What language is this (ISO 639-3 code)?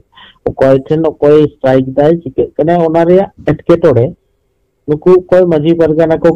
sat